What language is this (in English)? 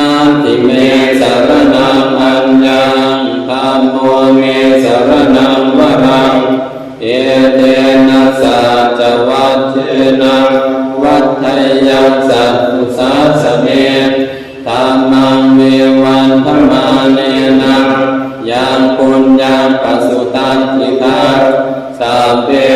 Pali